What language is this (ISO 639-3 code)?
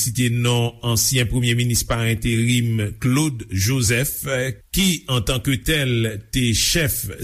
hat